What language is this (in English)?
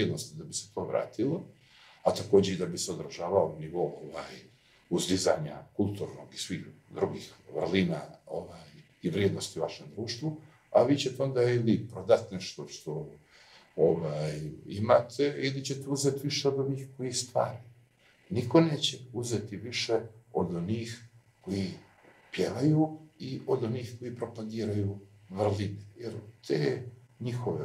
Serbian